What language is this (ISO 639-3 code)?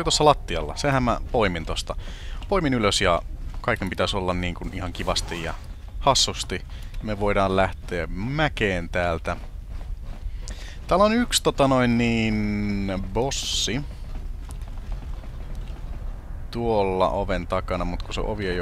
fin